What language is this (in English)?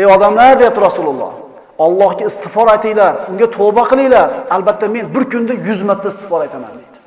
Uzbek